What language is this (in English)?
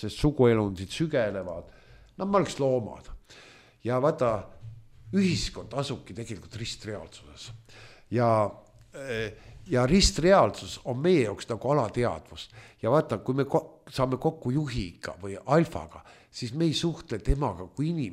Estonian